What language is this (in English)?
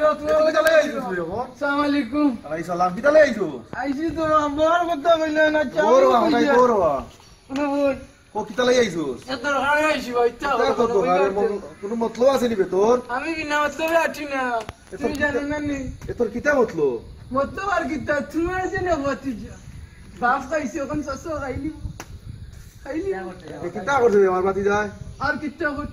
Sylheti